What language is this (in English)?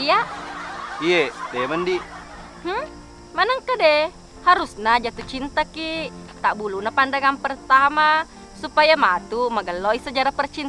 Buginese